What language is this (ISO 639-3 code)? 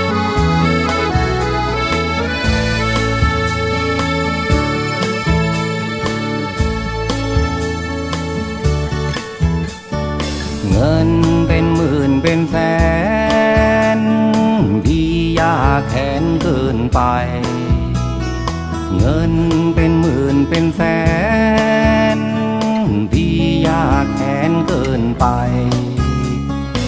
tha